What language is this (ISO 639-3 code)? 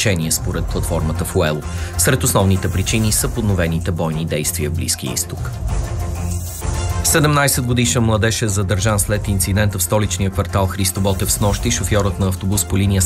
bul